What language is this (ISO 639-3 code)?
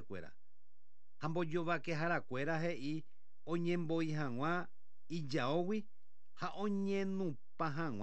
grn